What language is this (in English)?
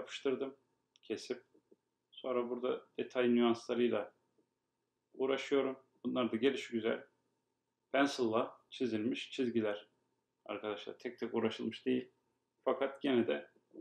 Turkish